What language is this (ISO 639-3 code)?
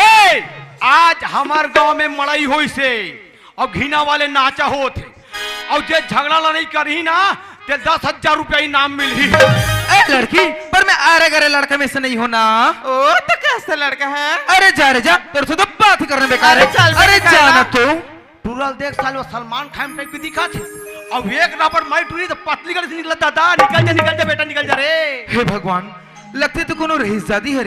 hne